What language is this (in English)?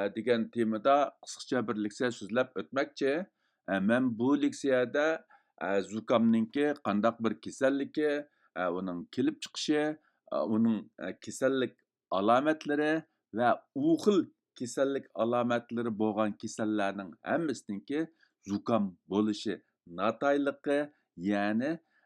Uyghur